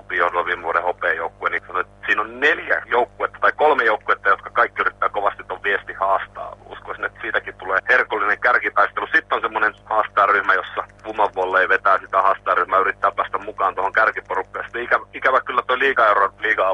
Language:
Finnish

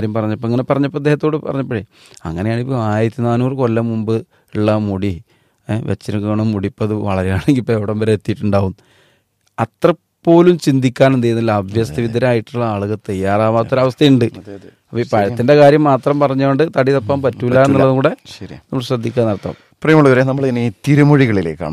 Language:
Malayalam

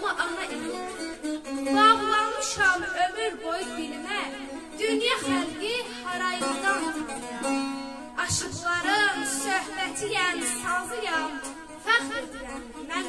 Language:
South Azerbaijani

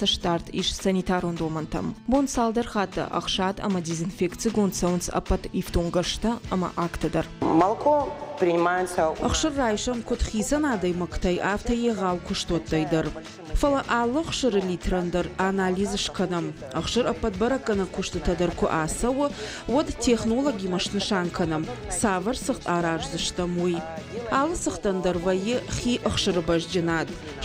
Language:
Ossetic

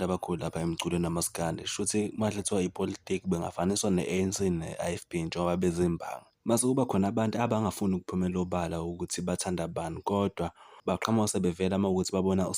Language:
Zulu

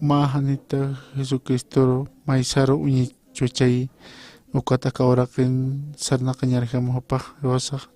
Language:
Aymara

